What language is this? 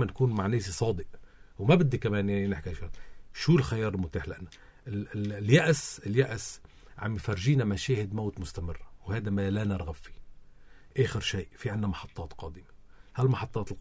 North Levantine Arabic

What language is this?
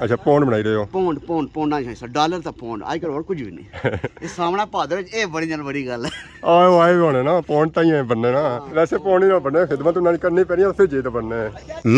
Pahari-Potwari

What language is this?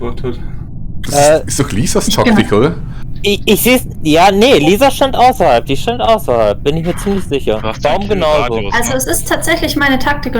Swiss German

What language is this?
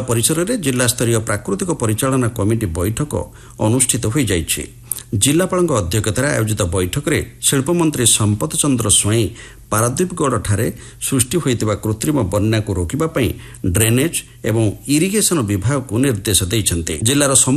Odia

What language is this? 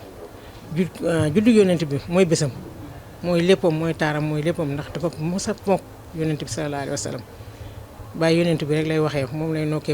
Wolof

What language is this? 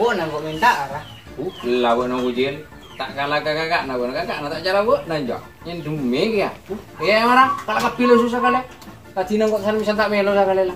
Madurese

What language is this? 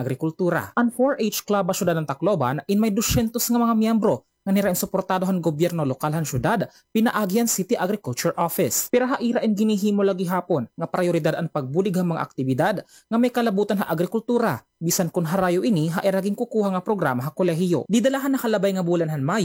Waray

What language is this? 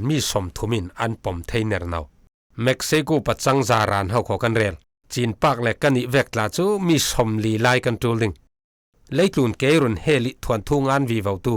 Falam Chin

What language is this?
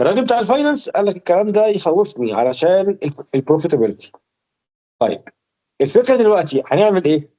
Egyptian Arabic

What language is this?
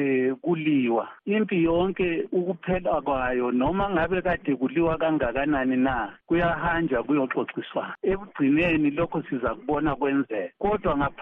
North Ndebele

